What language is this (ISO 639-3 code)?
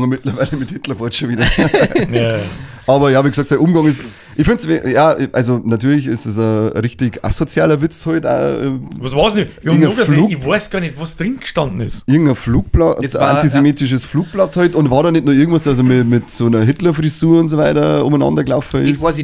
bar